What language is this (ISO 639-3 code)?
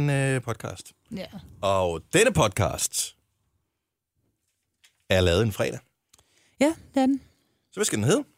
dan